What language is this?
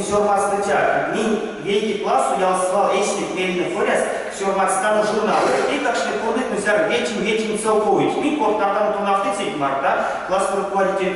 Erzya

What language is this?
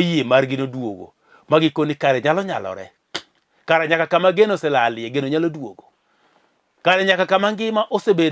Luo (Kenya and Tanzania)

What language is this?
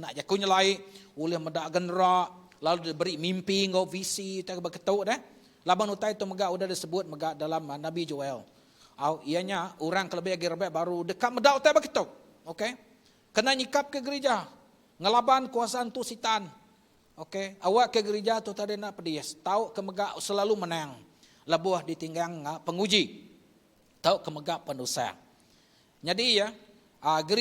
Iban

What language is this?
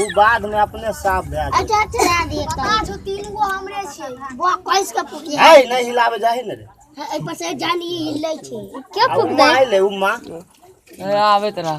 Maithili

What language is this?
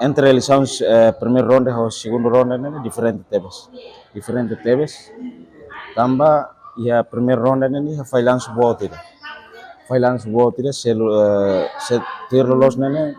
Tetum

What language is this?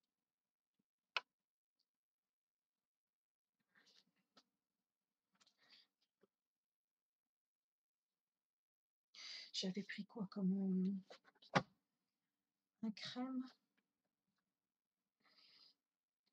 French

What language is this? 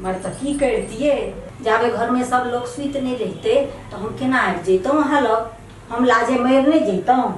Maithili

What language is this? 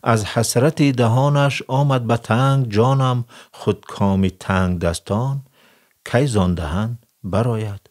Tajik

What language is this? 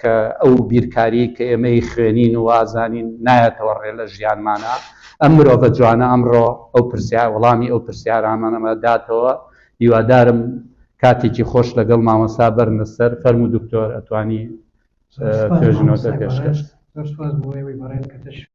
Central Kurdish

